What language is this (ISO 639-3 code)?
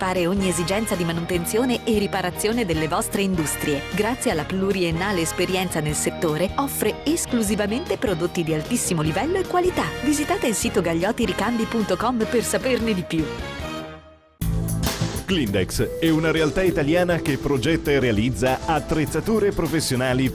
ita